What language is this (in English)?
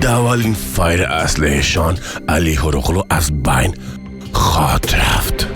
Persian